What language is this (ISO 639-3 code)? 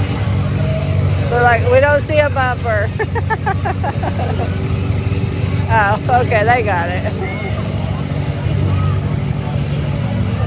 eng